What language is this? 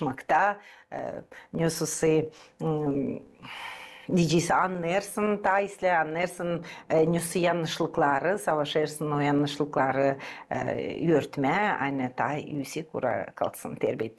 Gagauz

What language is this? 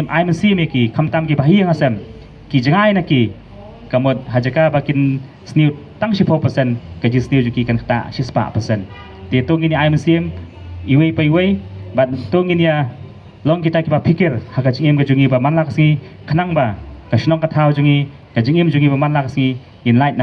Khasi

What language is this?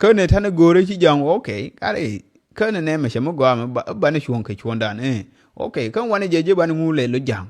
Nuer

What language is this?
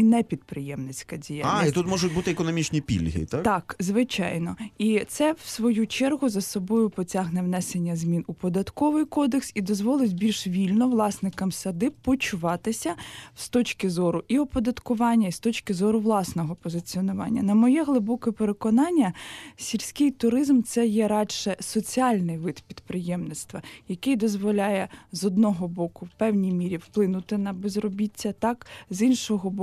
Ukrainian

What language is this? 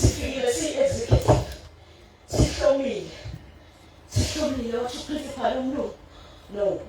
Zulu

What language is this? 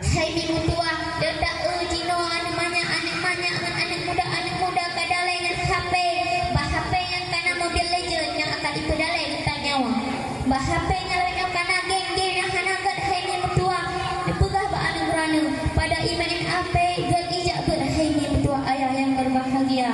Achinese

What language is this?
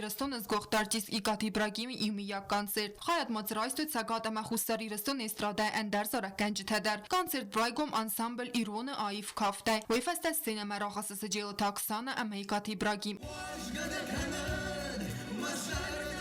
Ossetic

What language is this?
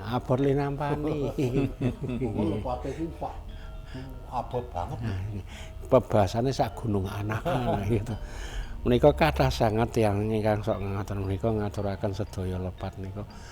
Javanese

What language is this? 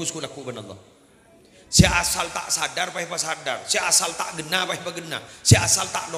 Madurese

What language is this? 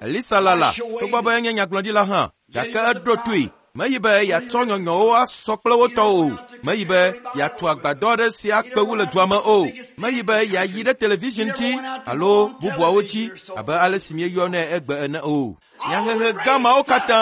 Ewe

